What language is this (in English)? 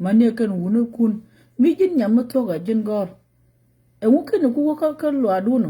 Nuer